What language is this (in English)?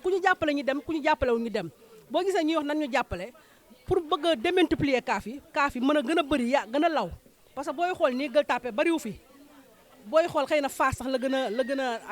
Wolof